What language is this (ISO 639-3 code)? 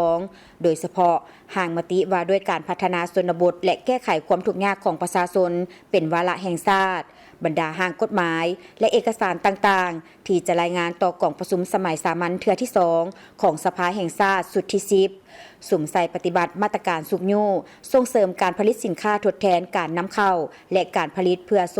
lao